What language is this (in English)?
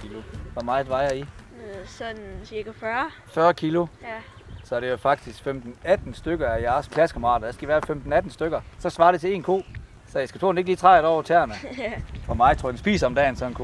Danish